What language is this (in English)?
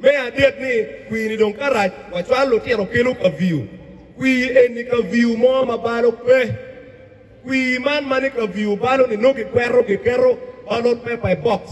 Acoli